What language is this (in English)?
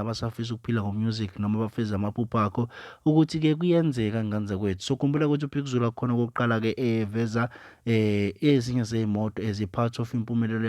Zulu